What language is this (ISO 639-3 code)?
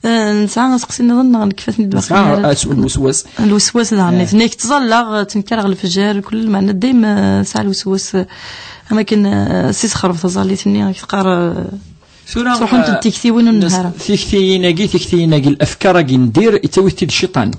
kab